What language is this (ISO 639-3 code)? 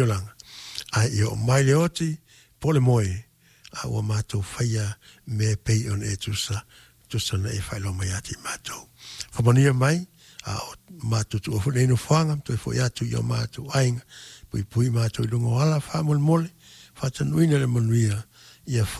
smo